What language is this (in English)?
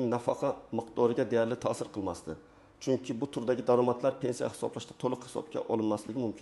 Uzbek